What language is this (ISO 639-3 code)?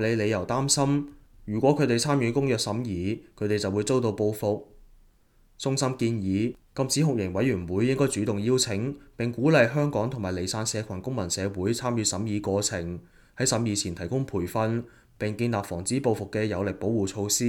yue